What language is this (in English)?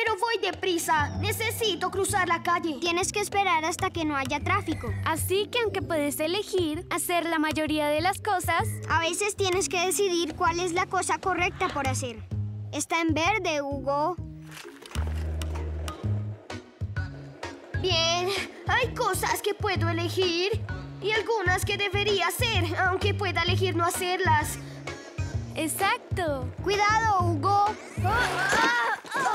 Spanish